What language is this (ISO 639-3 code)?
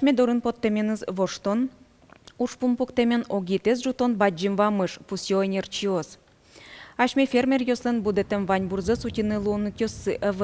udm